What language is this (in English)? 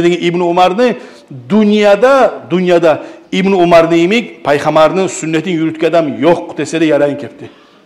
Kumyk